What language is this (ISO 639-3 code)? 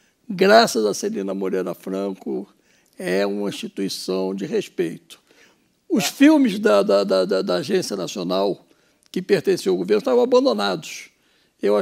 por